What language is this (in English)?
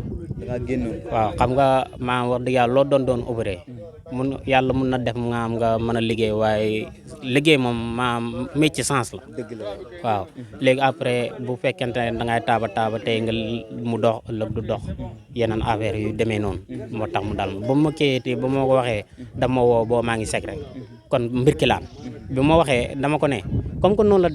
Wolof